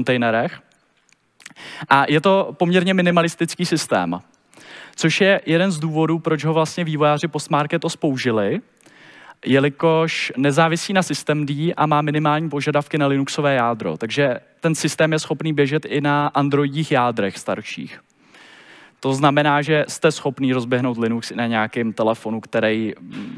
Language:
Czech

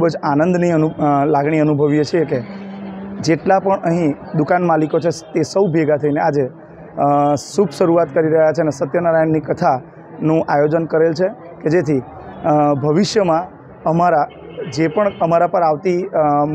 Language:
Gujarati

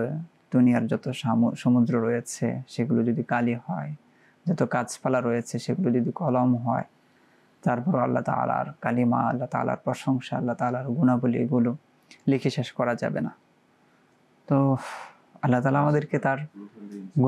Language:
Bangla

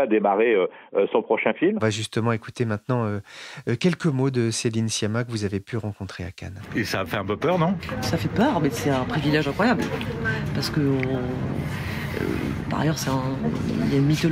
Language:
French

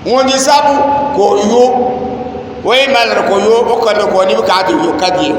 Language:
Dagbani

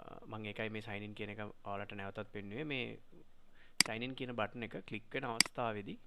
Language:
Sinhala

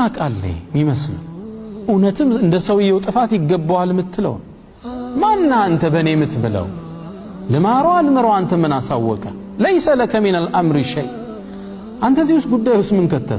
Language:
Amharic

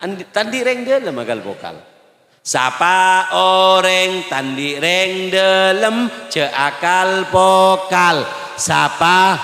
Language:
Madurese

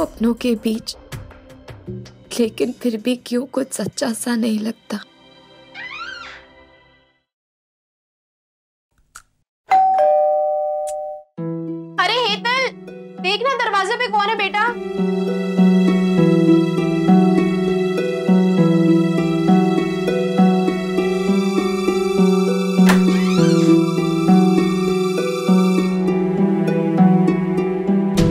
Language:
Hindi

